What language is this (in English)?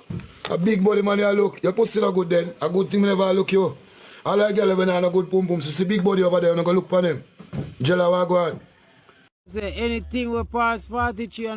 Jamaican Creole English